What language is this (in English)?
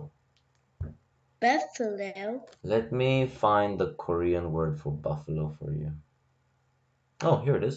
English